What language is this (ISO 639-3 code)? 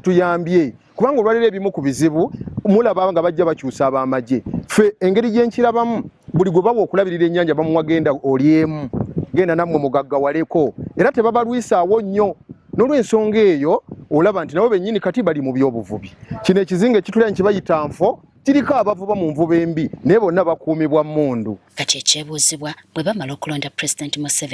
lug